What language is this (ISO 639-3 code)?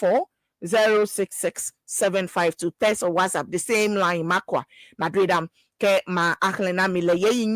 ewe